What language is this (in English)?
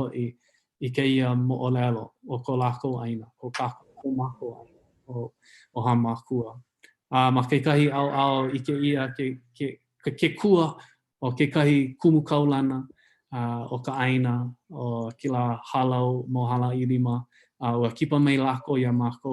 Hawaiian